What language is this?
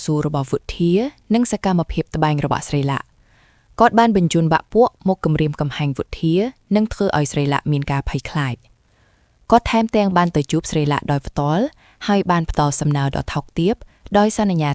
Khmer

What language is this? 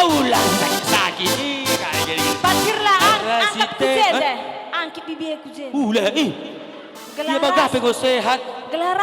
Batak Karo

